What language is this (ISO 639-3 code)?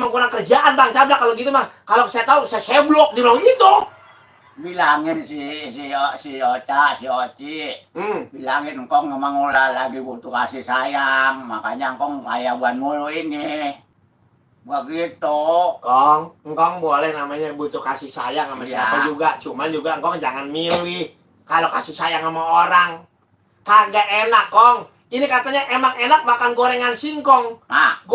bew